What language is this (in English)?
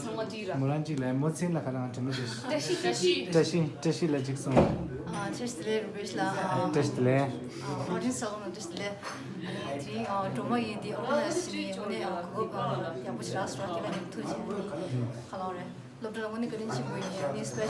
Tibetan